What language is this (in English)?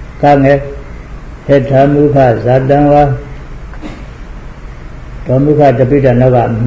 Burmese